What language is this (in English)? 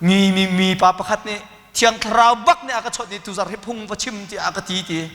Hakha Chin